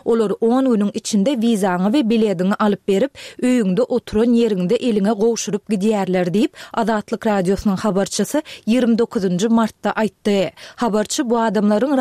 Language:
Turkmen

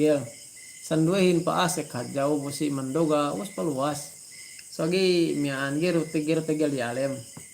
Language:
Yakan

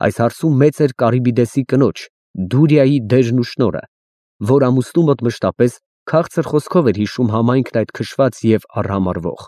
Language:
Armenian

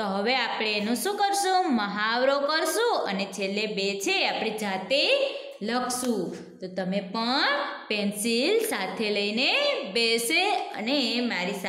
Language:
Gujarati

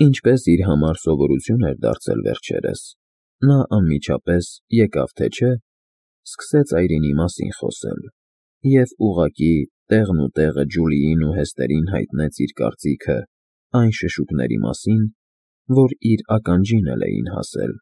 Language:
Armenian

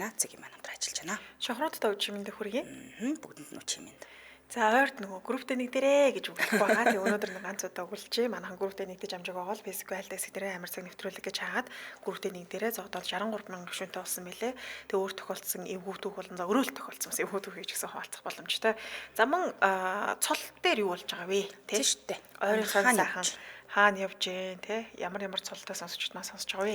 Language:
Mongolian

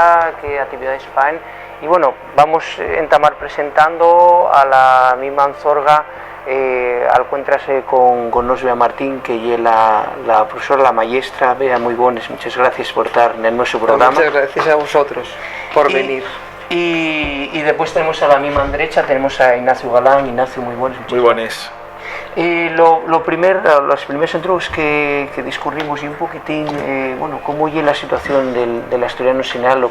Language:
Asturian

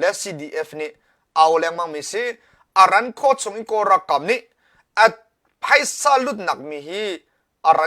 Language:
Hakha Chin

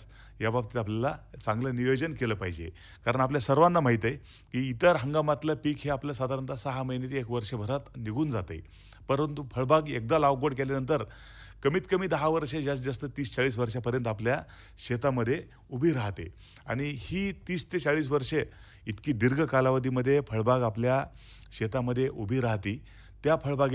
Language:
Marathi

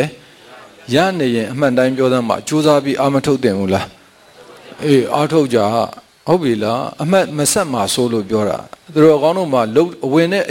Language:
Burmese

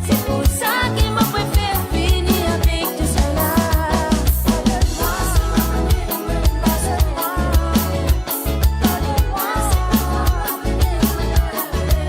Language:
Morisyen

